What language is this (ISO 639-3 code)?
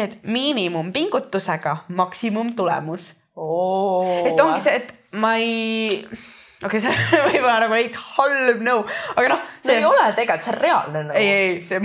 est